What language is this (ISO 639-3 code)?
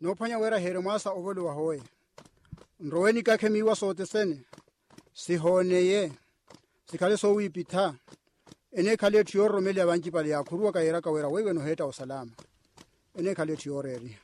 vmw